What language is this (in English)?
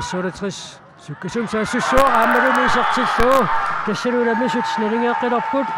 Kalaallisut